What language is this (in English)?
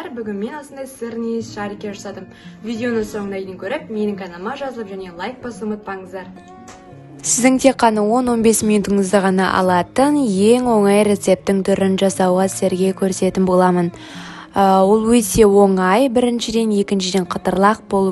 Kazakh